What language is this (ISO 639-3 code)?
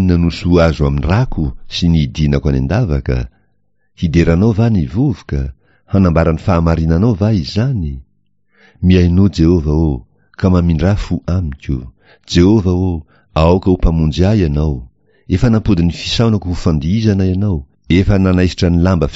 mlg